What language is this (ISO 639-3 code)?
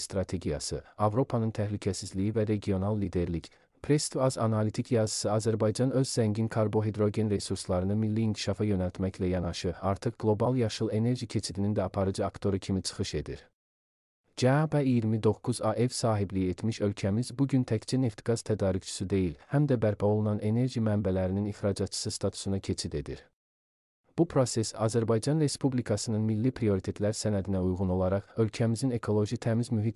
aze